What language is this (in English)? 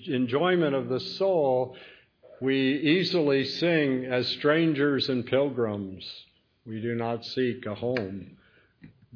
English